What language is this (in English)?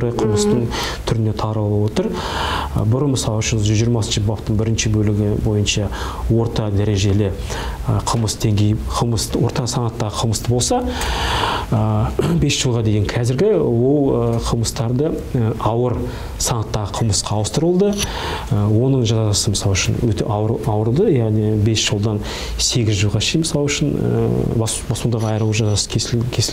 Kazakh